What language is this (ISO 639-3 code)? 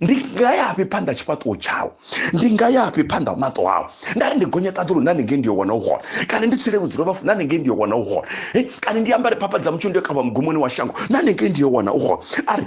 ven